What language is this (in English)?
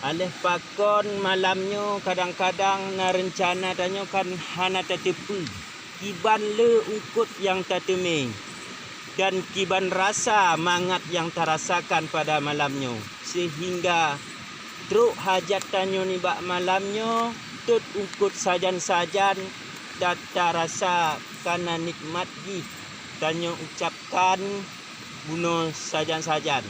Achinese